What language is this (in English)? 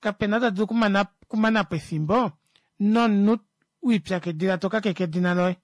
Kuanyama